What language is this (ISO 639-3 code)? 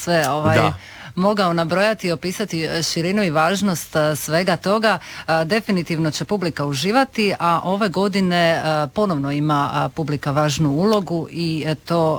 hrv